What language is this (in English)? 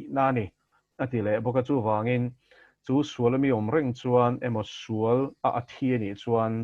Mizo